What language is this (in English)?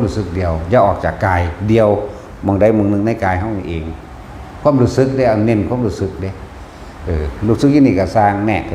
Northeastern Thai